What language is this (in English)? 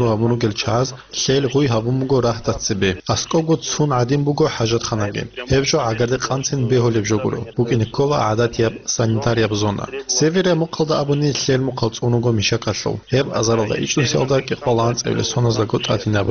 Avaric